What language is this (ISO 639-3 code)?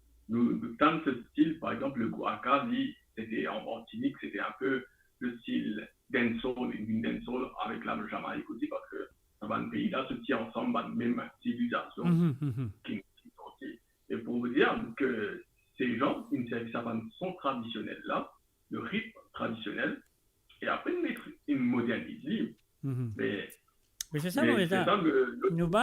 mfe